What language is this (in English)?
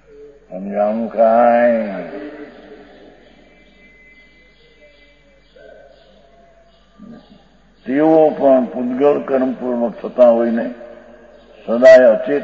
Gujarati